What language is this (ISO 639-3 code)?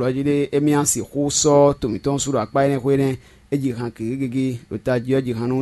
fon